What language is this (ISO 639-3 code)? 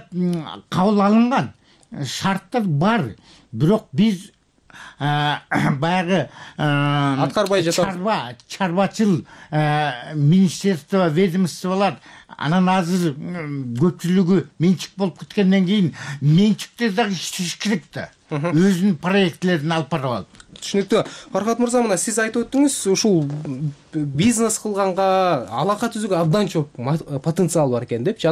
kir